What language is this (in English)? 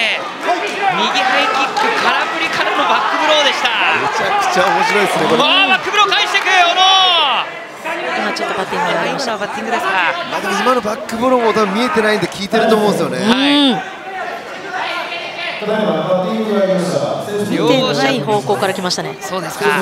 Japanese